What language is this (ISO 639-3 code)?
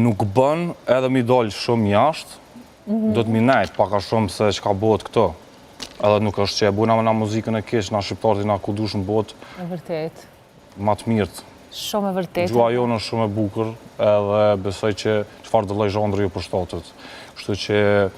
sqi